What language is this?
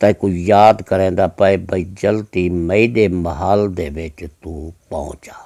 Saraiki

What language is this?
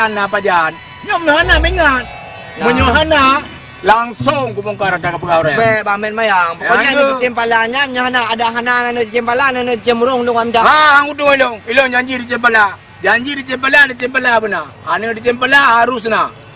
Achinese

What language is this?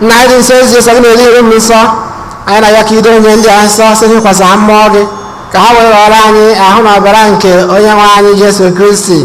Igbo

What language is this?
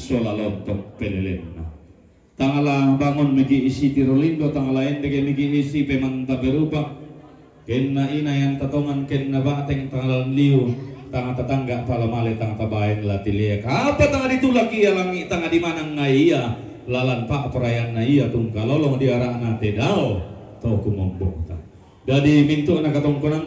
Toraja-Sa'dan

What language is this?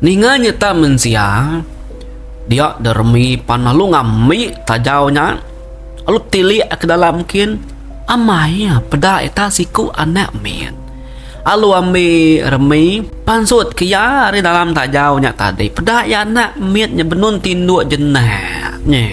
Iban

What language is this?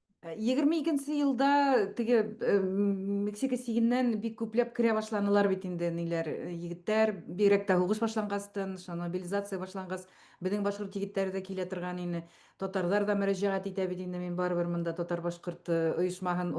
Bashkir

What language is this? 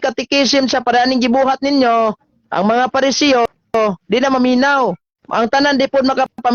Cebuano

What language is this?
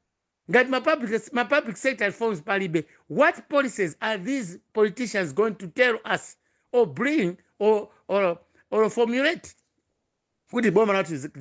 Nyanja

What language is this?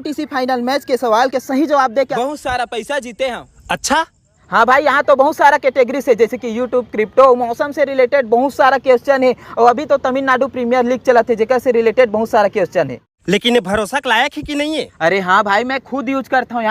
Chhattisgarhi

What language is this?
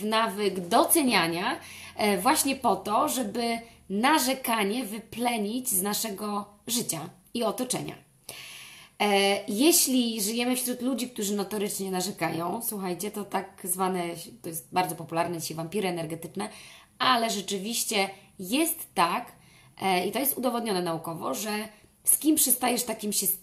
Polish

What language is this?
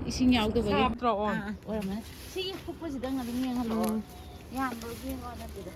Manipuri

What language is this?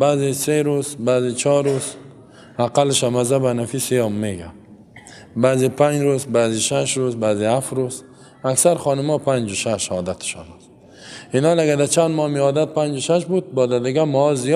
Persian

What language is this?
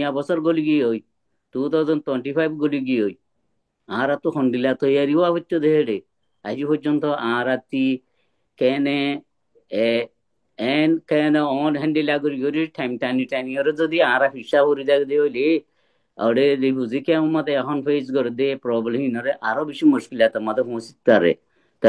Rohingya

